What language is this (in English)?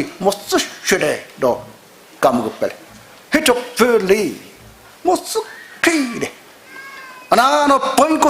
Poumei Naga